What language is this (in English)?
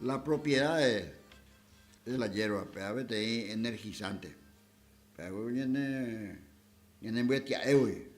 Guarani